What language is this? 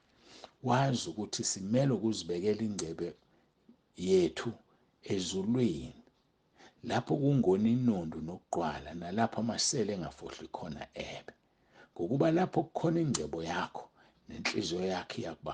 Zulu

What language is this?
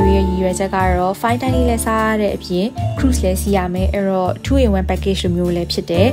Burmese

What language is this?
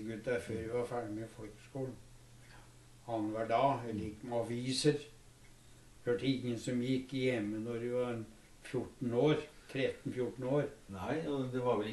Norwegian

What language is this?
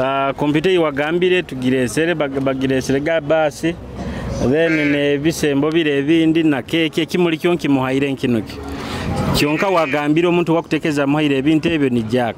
Nyoro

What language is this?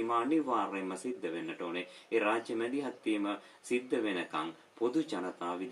Sinhala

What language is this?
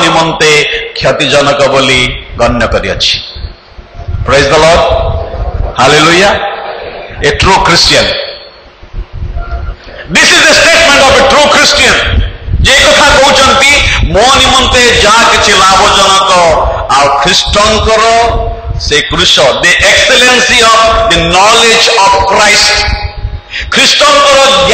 Odia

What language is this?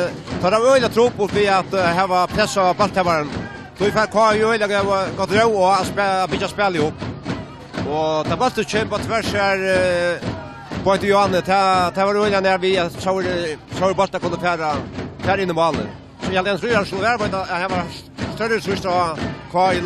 Faroese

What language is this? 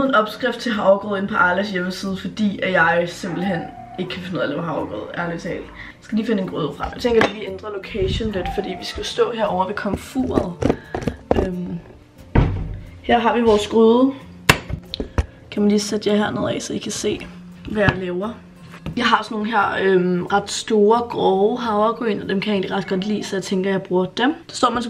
Danish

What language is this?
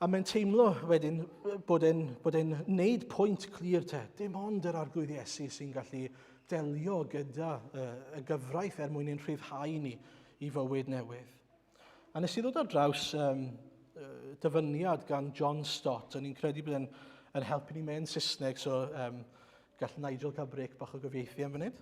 Welsh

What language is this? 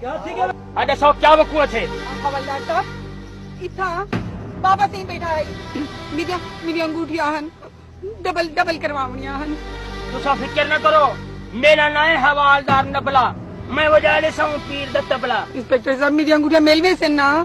Saraiki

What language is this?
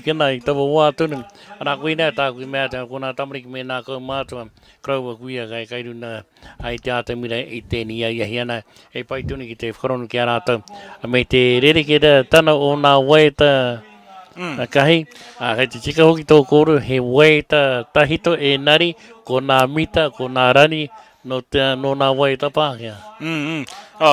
Māori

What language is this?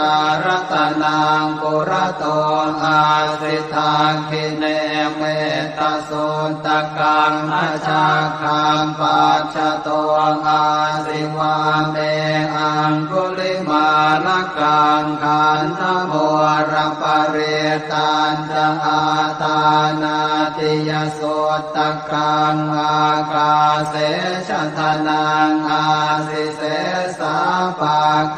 Pali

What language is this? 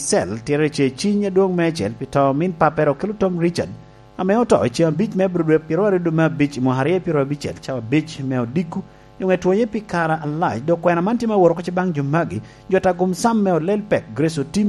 Lango (Uganda)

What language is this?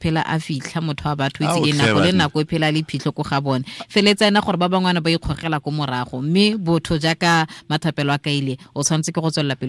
Tswana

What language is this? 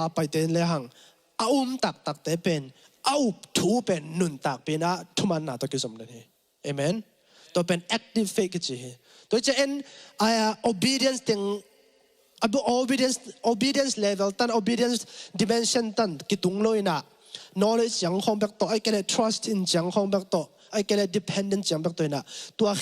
Tedim Chin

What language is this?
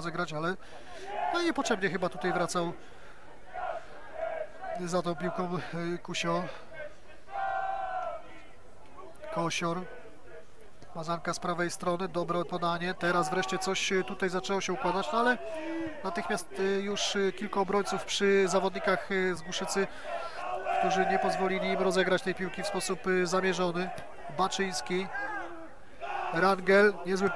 Polish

